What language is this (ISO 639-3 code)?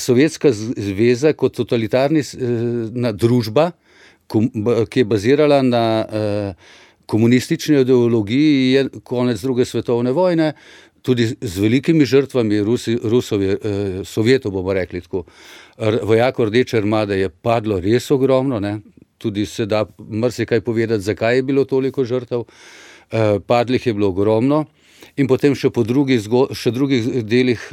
slv